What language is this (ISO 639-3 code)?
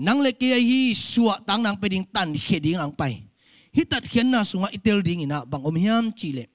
ctd